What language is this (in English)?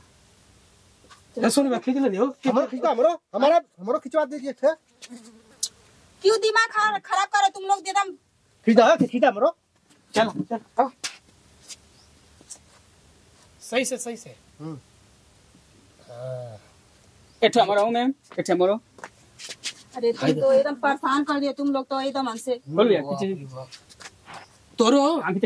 Bhojpuri